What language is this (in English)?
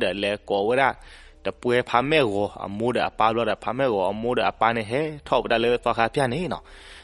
S'gaw Karen